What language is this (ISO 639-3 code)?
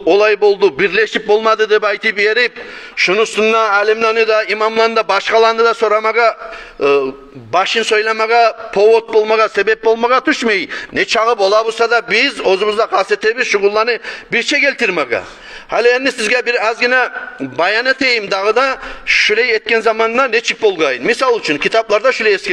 kum